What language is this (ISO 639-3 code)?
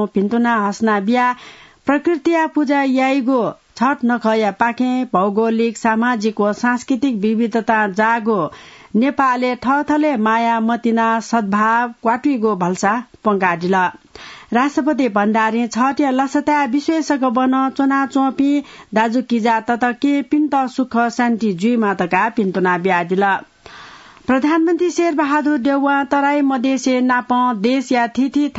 new